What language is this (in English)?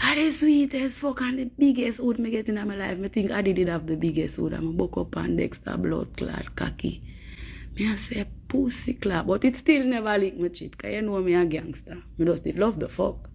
Jamaican Creole English